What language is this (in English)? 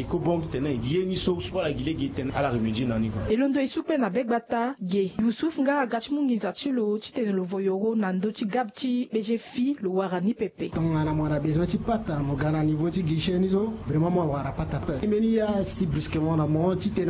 Sango